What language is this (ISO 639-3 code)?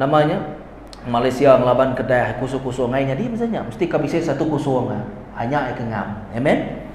iba